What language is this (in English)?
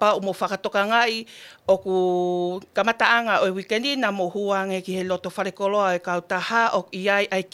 Tongan